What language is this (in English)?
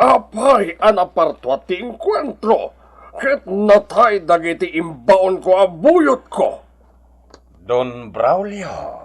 Iloko